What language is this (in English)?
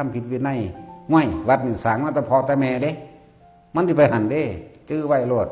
Northeastern Thai